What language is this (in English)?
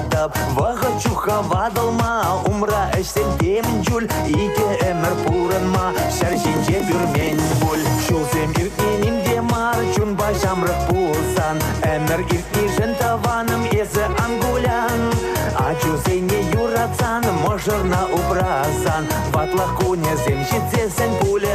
Chuvash